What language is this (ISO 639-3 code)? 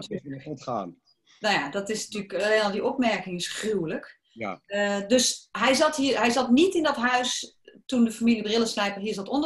nld